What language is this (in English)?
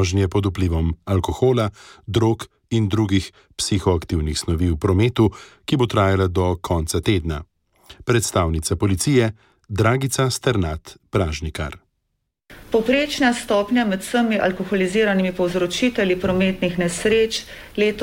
Slovenian